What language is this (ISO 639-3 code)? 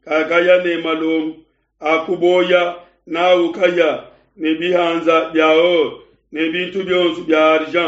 lua